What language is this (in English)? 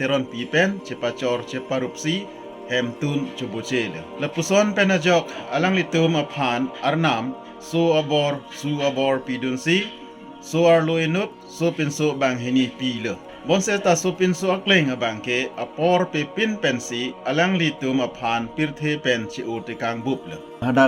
Karbi